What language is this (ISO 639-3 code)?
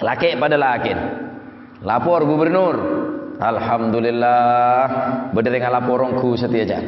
mad